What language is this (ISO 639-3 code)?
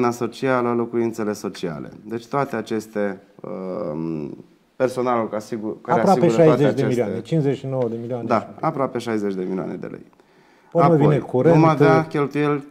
ron